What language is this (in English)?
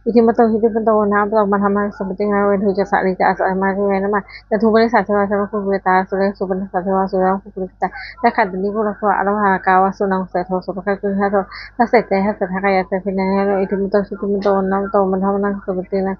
Pali